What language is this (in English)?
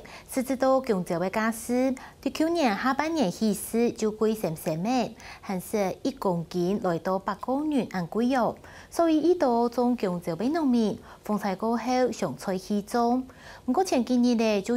Hakka Chinese